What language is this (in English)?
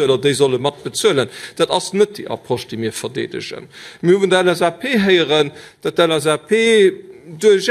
Luxembourgish